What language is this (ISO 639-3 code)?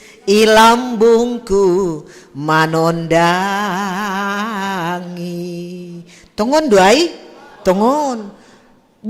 bts